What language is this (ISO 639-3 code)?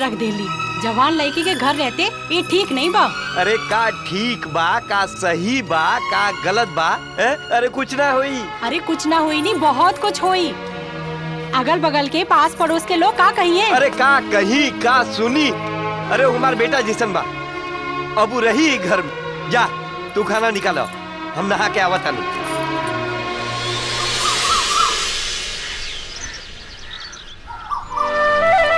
bho